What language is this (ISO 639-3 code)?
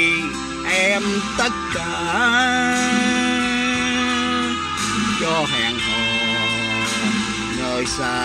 vie